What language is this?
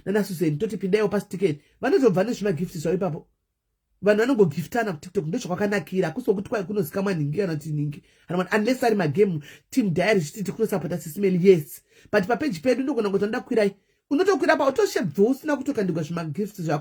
Shona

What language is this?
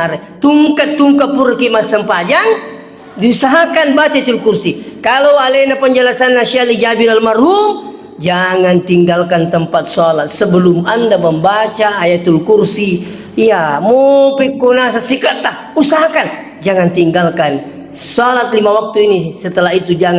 Buginese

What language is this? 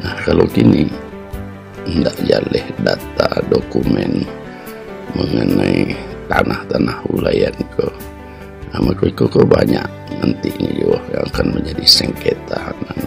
Minangkabau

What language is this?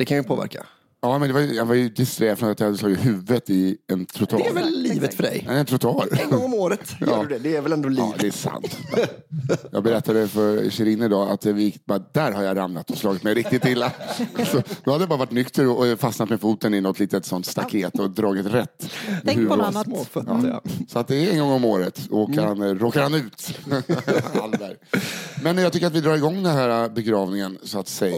Swedish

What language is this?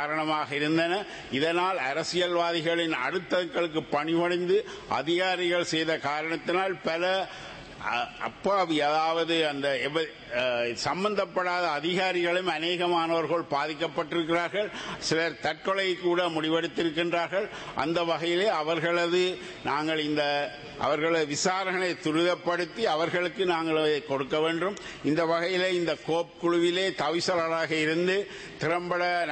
Tamil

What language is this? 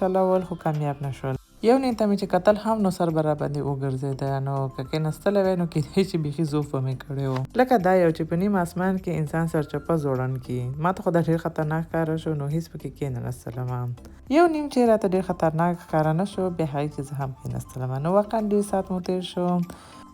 Pashto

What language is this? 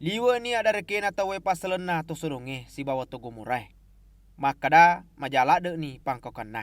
Buginese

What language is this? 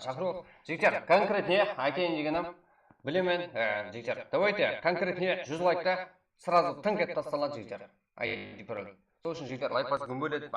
Kara-Kalpak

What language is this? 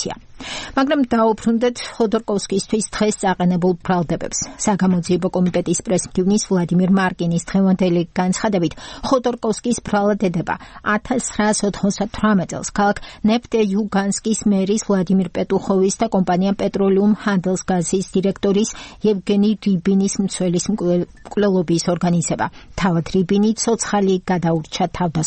Georgian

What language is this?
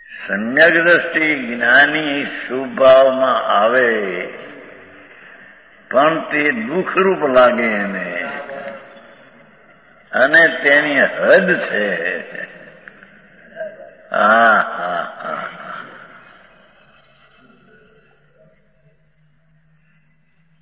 Gujarati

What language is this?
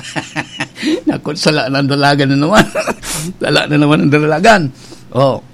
Bikol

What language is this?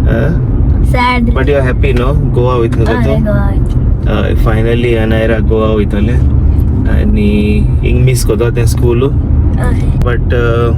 Konkani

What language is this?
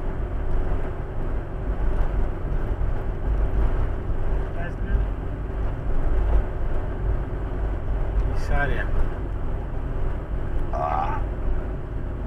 Bulgarian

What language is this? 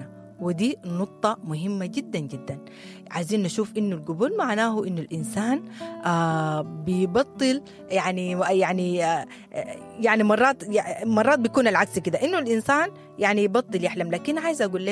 Sudanese Arabic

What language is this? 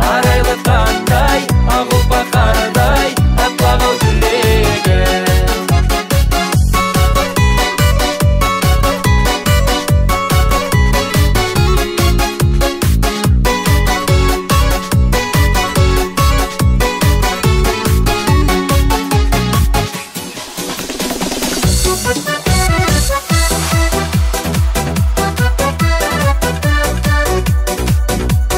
Kazakh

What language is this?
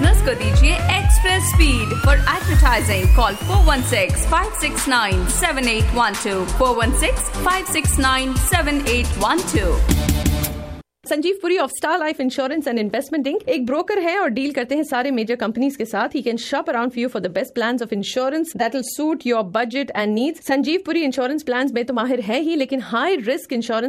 Hindi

